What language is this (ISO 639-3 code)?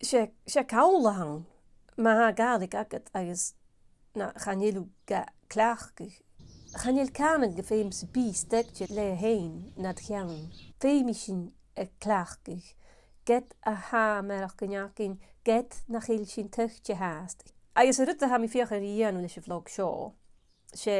gla